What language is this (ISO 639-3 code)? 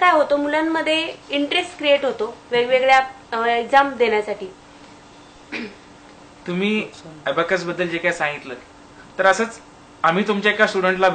mar